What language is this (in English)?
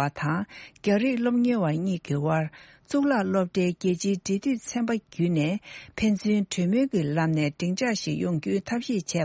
Tibetan